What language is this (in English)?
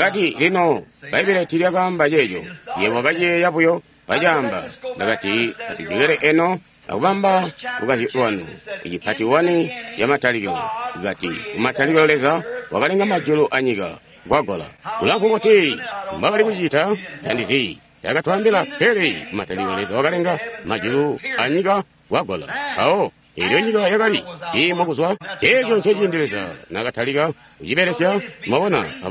Tonga (Zambia)